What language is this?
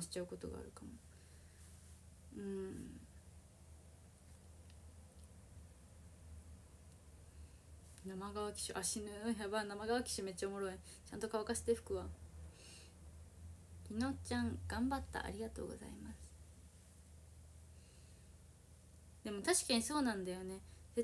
Japanese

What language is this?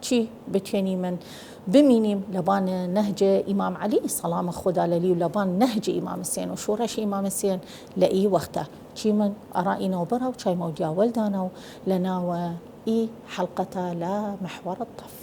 Southern Kurdish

